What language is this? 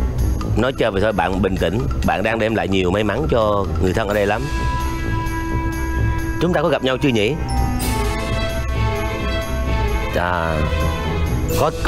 Vietnamese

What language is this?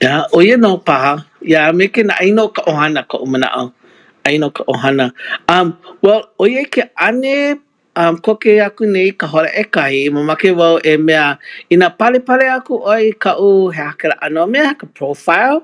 Hawaiian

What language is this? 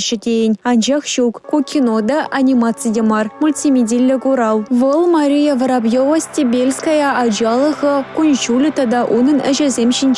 Chuvash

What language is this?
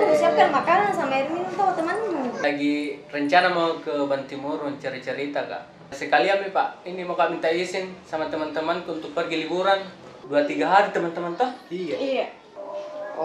Makassar Malay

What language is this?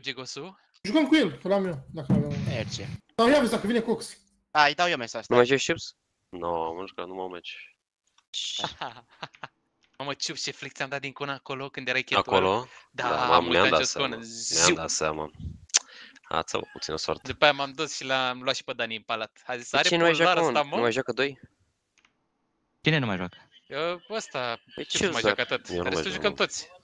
Romanian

